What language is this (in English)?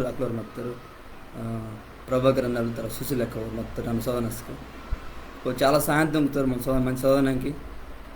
Koya